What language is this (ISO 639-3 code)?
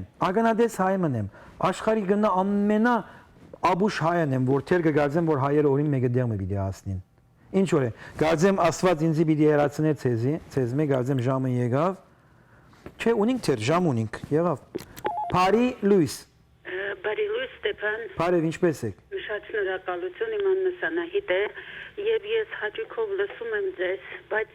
hyw